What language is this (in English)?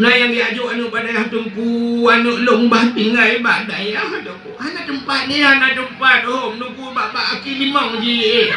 Achinese